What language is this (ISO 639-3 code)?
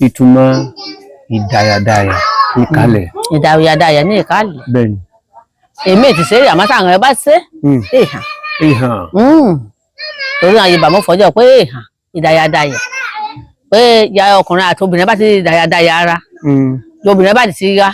yor